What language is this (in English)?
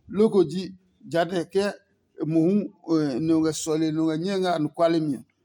Adangme